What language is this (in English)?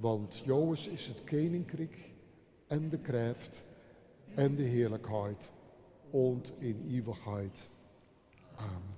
Western Frisian